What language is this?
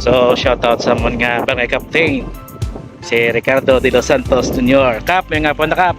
Hiligaynon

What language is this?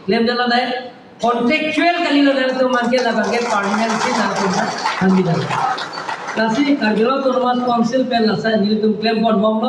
Karbi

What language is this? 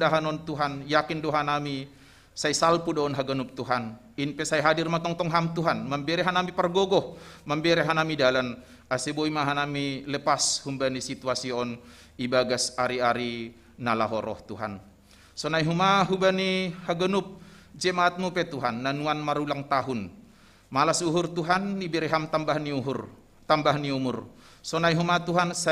Batak Simalungun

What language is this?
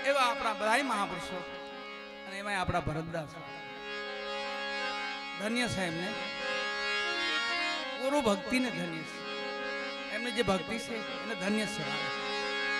Gujarati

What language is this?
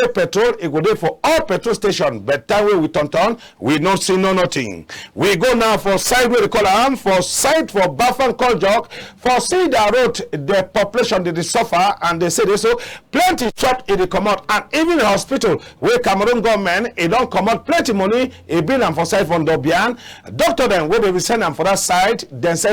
Cameroon Pidgin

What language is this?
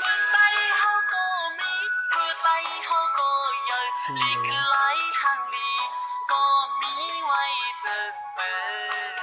Shan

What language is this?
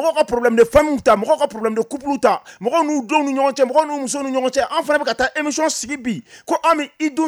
Bambara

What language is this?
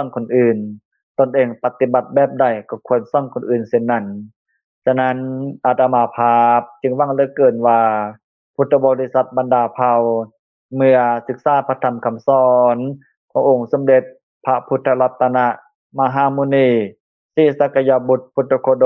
Lao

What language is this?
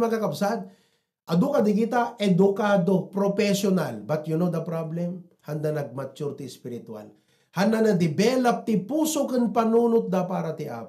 Iloko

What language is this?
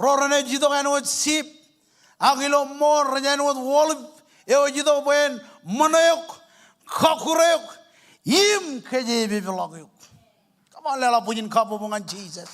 Marshallese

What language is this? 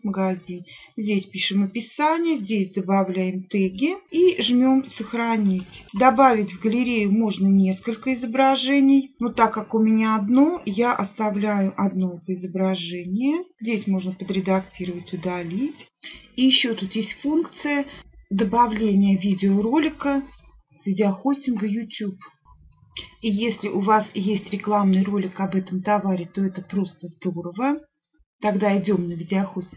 Russian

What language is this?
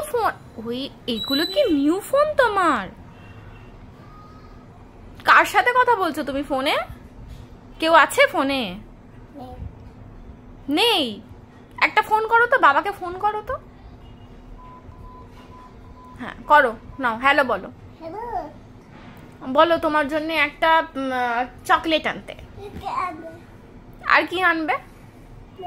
Bangla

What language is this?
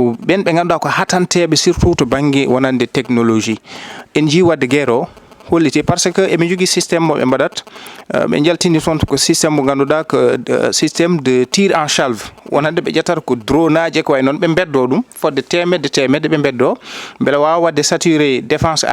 Fula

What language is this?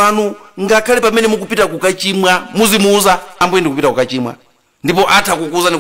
Nyanja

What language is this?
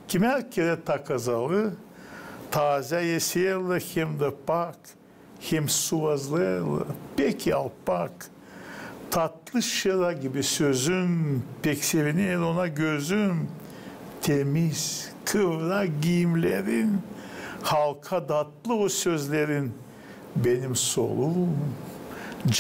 Gagauz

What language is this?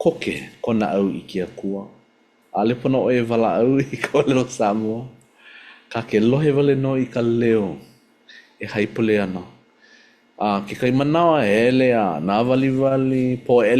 Hawaiian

